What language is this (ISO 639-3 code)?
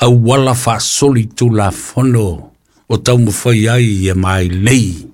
smo